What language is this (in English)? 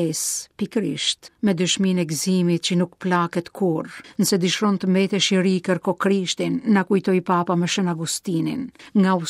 Albanian